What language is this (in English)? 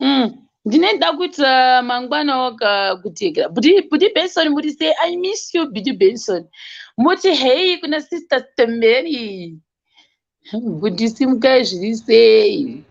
Shona